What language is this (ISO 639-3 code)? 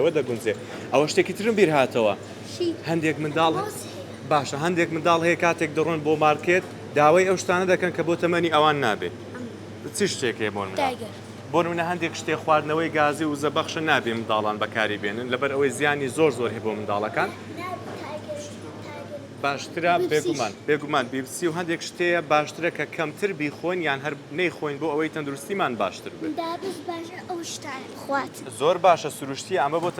ckb